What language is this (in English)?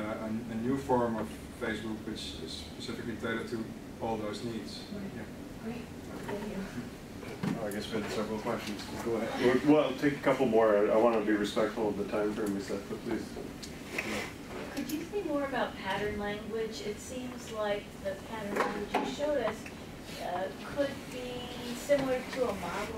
English